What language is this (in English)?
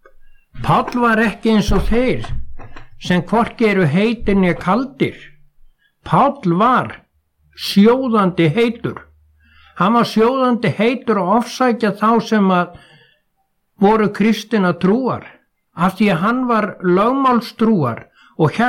Icelandic